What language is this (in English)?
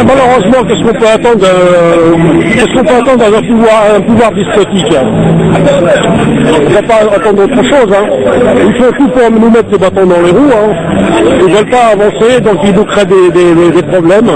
Kabyle